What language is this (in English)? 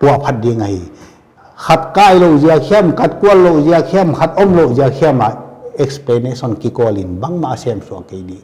Paite Chin